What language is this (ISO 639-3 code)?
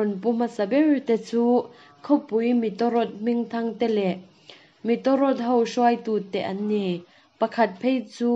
lus